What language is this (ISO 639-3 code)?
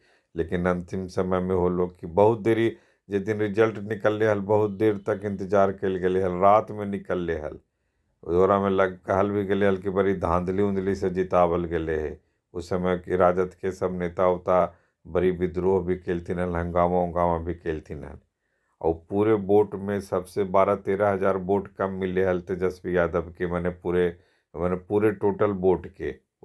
mag